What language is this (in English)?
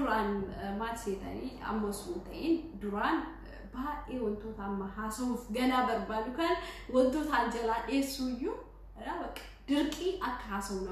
Oromo